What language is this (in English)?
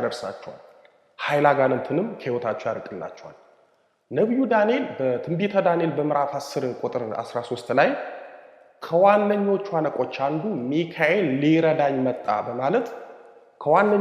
Amharic